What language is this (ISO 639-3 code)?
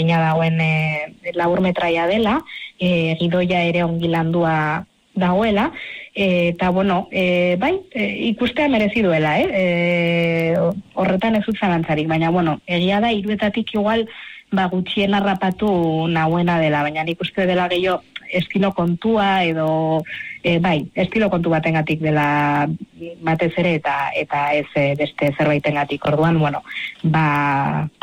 eus